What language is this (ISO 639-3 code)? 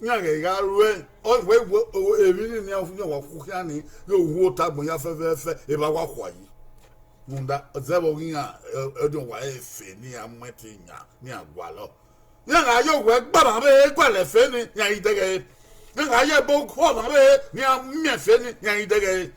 bin